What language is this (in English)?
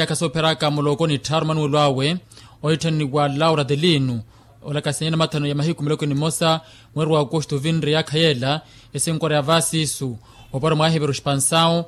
Makhuwa